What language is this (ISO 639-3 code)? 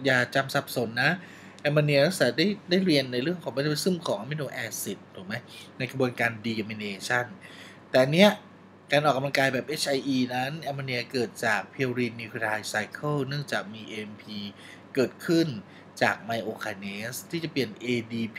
tha